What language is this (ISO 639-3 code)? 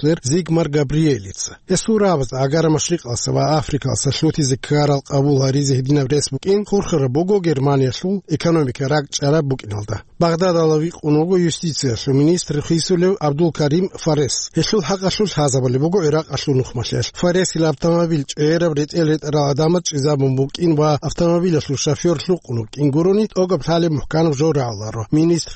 ava